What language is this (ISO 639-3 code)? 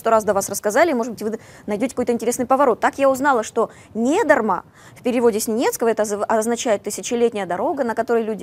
rus